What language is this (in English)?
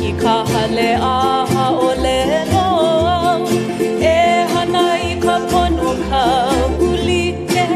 Hawaiian